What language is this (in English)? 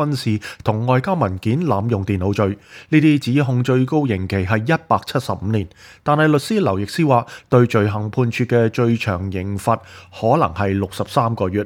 Cantonese